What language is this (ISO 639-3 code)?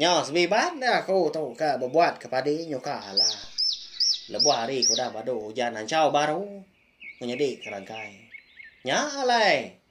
iba